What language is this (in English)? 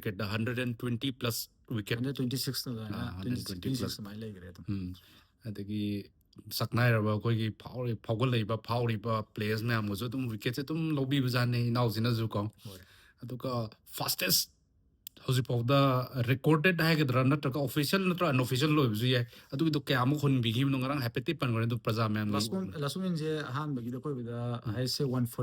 Manipuri